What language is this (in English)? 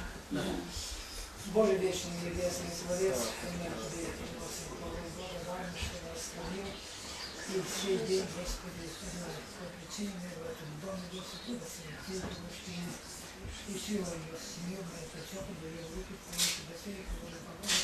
Russian